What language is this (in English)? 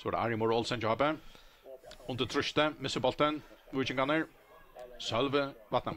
Faroese